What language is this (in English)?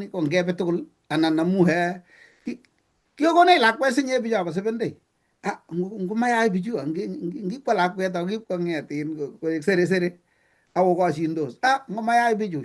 Kalenjin